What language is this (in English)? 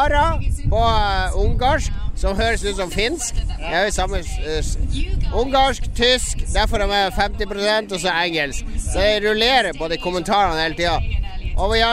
Norwegian